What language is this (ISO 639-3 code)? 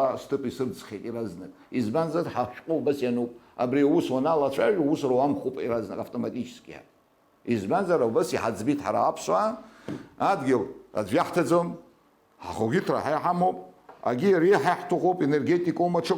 abk